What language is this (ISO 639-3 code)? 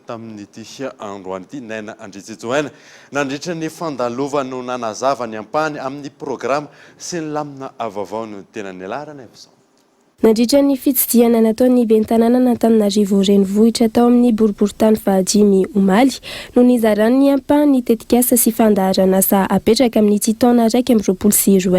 mlg